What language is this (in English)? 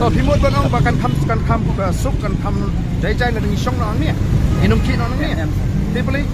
Khasi